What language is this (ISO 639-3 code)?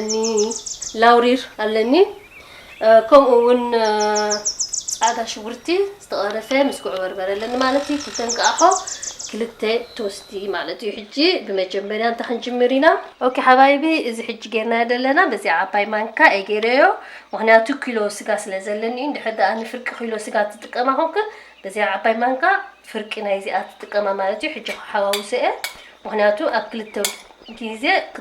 tir